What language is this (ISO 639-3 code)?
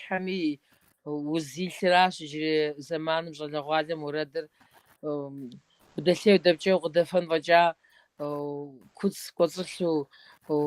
kbd